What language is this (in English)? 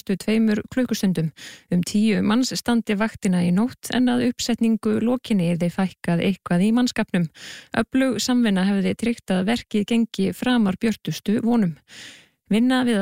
Icelandic